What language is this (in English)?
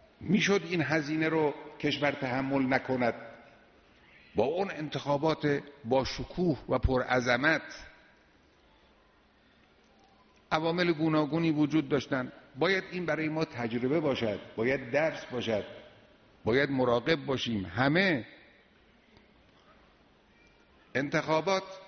Persian